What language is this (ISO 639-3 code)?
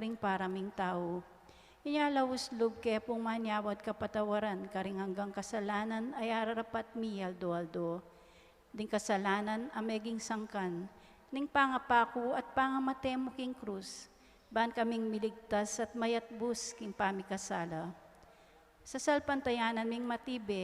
pam